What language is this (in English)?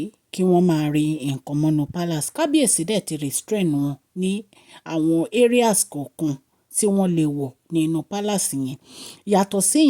Yoruba